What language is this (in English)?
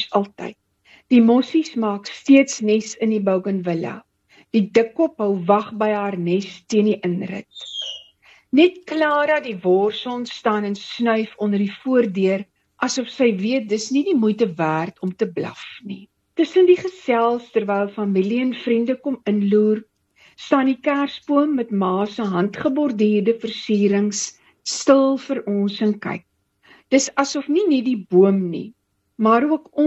Afrikaans